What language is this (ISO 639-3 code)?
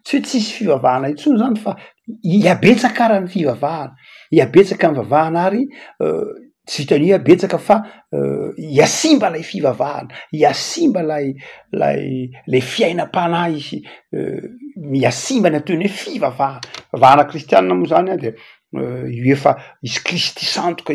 mlg